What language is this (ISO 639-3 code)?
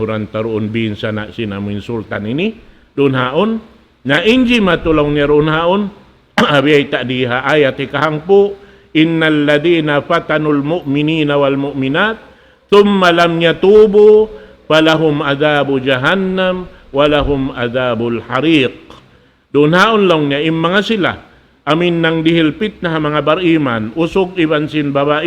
tsg